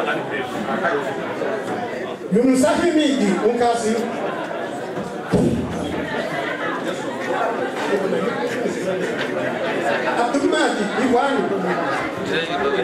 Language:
Swahili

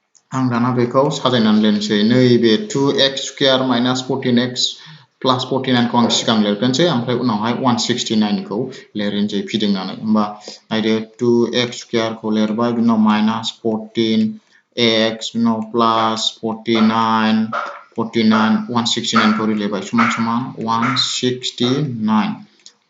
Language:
Bodo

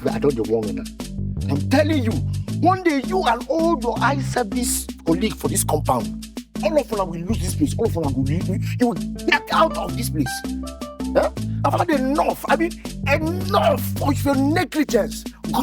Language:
Nigerian Pidgin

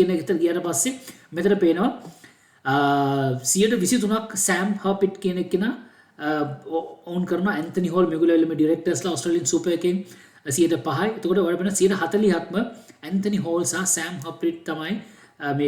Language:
Sinhala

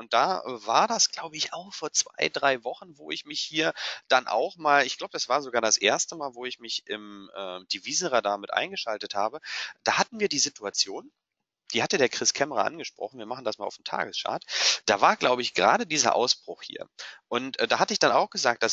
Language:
German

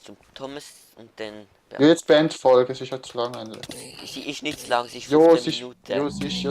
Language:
Swiss German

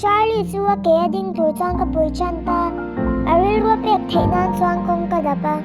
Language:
Mizo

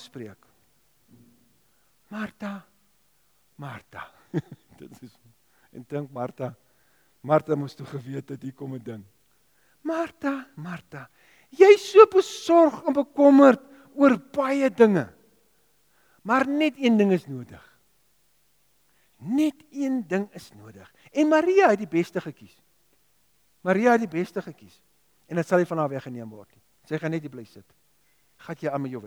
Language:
Afrikaans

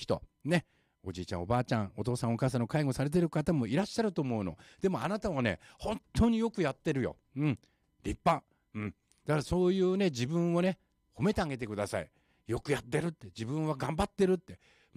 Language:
Japanese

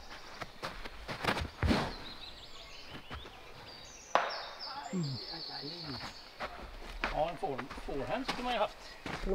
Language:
Swedish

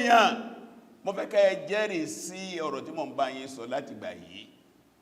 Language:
Yoruba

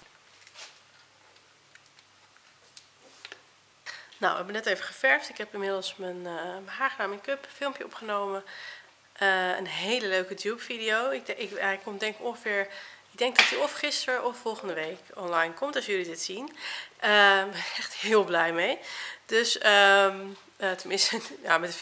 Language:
Dutch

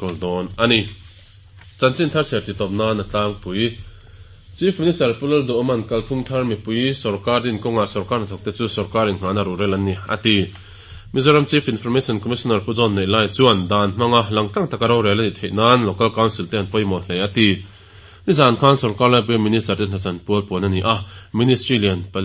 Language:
Mizo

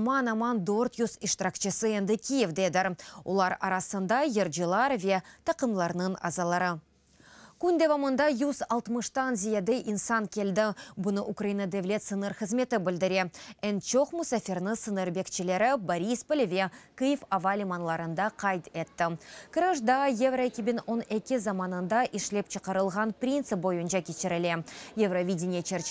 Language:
Crimean Tatar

